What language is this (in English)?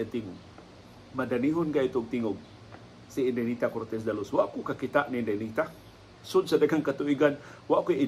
Cebuano